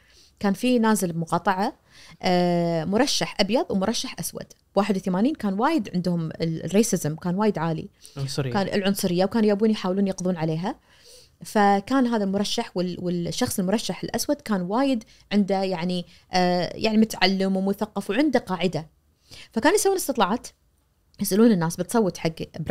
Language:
Najdi Arabic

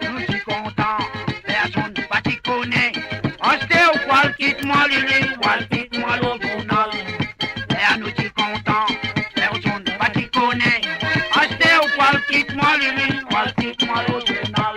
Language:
Morisyen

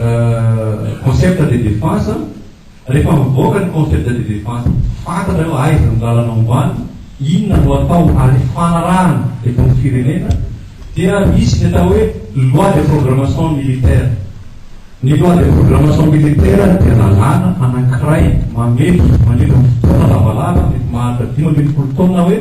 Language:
Malagasy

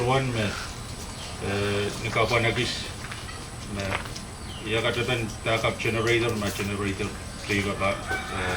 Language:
Pohnpeian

